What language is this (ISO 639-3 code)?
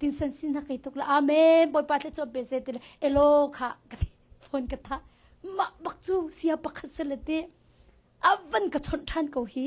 cnh